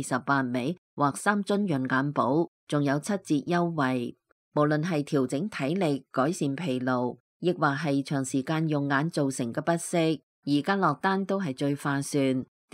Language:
Cantonese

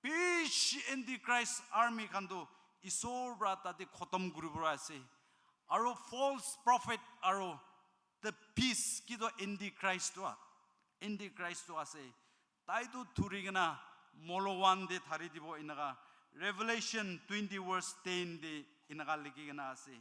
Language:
Naga Pidgin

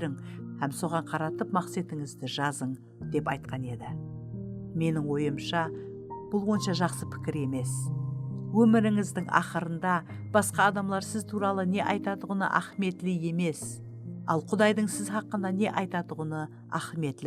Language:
Kara-Kalpak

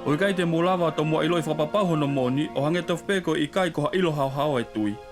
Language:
Tongan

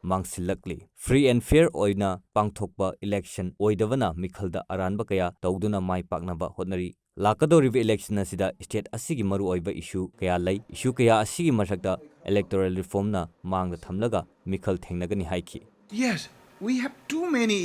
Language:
Manipuri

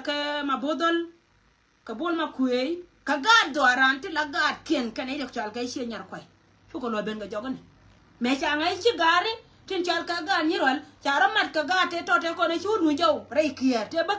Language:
Nuer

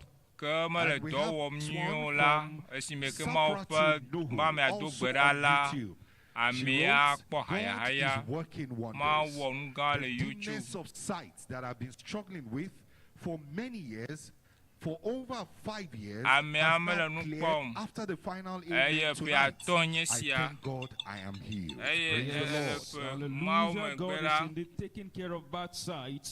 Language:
Ewe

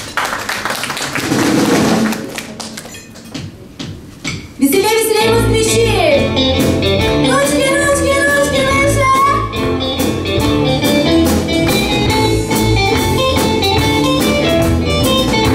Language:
Russian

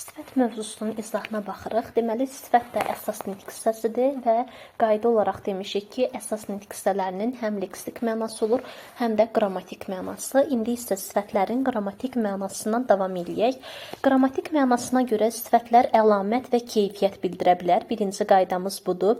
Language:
Azerbaijani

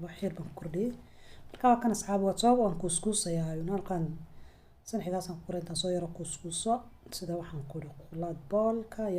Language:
Somali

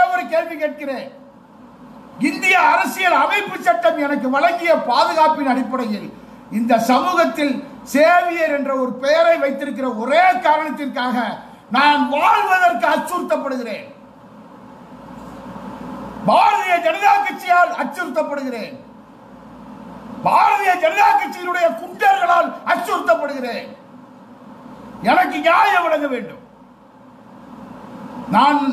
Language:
Tamil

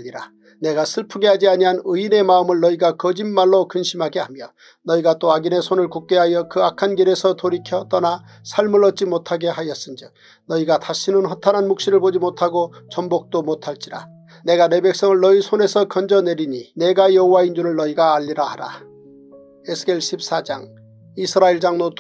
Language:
Korean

